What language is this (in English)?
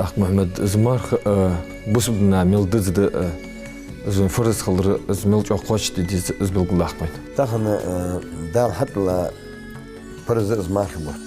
Ingush